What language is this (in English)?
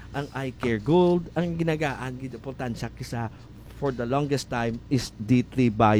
Hiligaynon